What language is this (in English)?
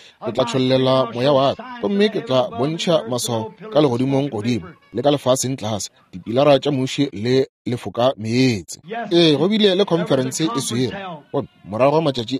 Northern Sotho